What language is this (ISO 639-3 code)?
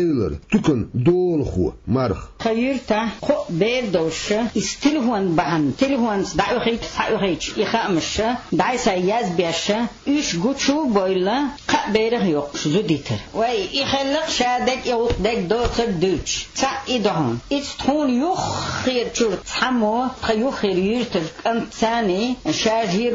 che